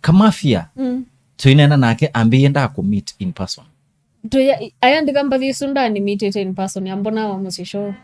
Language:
Kamba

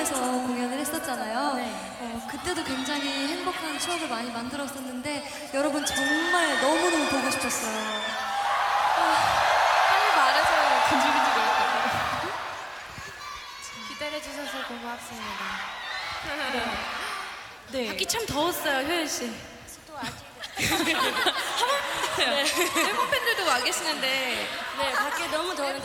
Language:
Korean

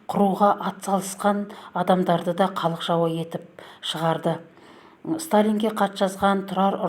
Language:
Kazakh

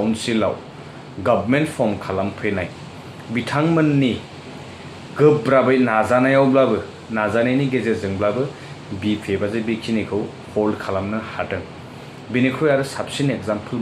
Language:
Bodo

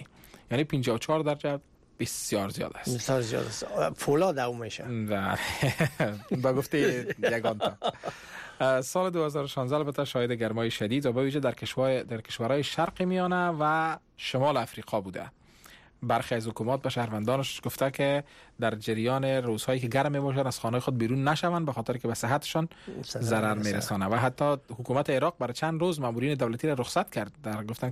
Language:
Persian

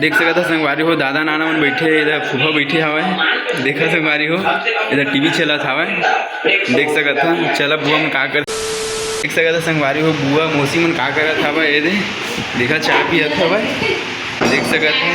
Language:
Chhattisgarhi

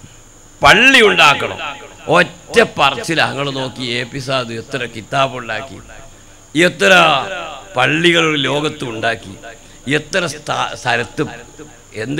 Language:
Malayalam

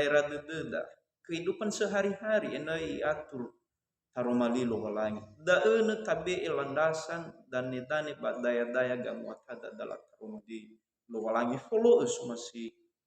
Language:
Nias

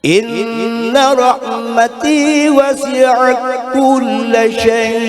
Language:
Banjar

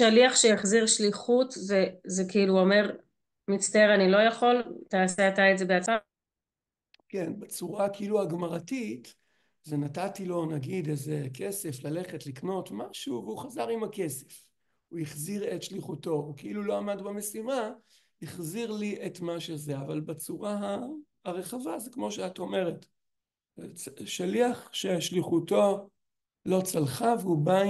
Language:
Hebrew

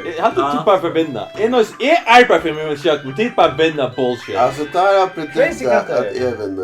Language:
Faroese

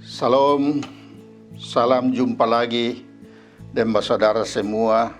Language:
Kupang Malay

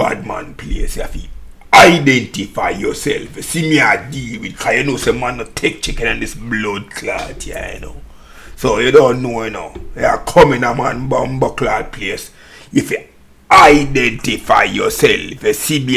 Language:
Jamaican Creole English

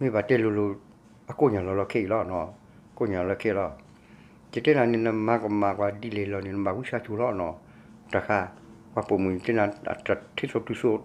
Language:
S'gaw Karen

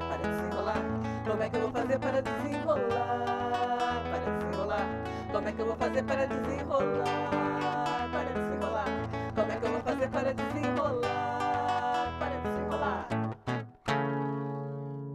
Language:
Portuguese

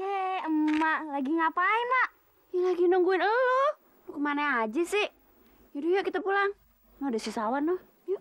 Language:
Betawi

